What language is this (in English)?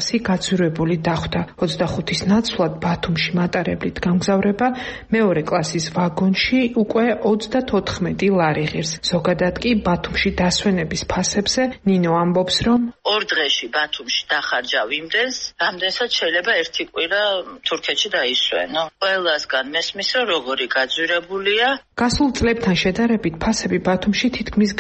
Georgian